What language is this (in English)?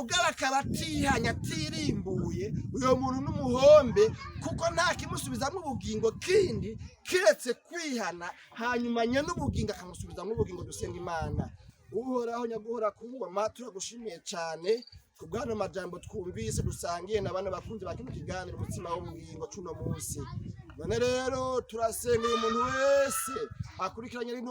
Rundi